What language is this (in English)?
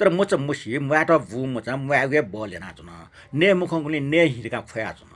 Newari